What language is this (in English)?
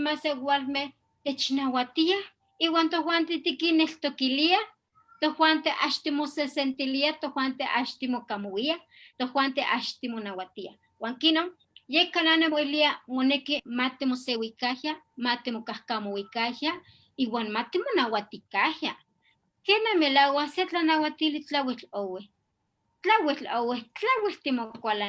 Eastern Huasteca Nahuatl